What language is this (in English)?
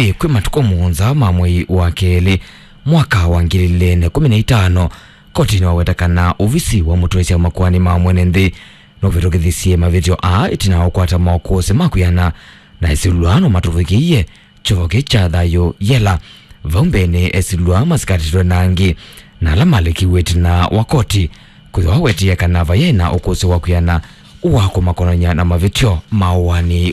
Kamba